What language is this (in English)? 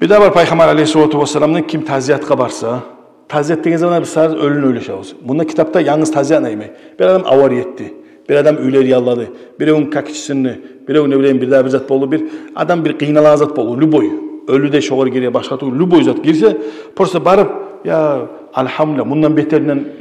Kumyk